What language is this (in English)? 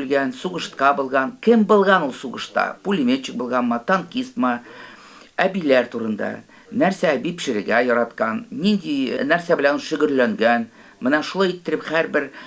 Tatar